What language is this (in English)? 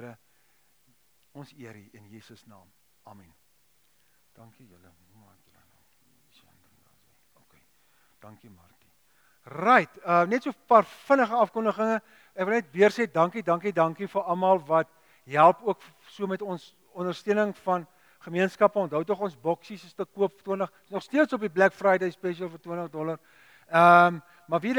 Afrikaans